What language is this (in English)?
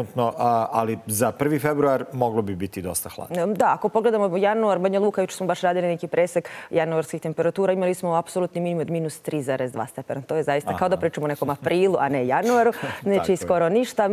Serbian